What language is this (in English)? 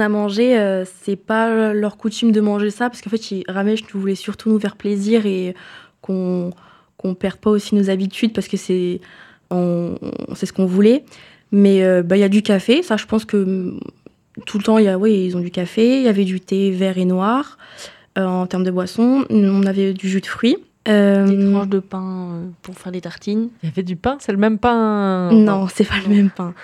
French